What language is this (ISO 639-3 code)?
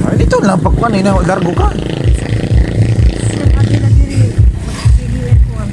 ceb